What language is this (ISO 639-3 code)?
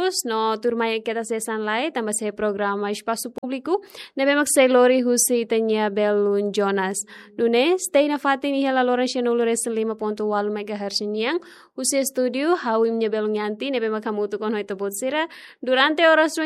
tet